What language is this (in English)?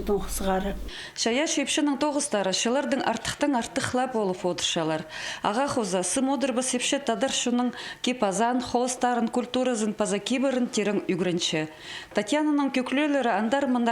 Khakas